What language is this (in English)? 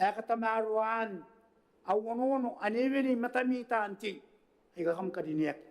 Gilbertese